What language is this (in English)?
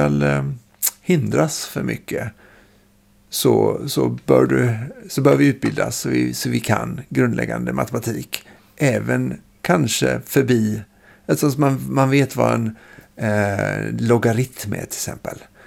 Swedish